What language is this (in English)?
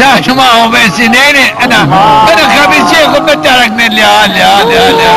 Zaza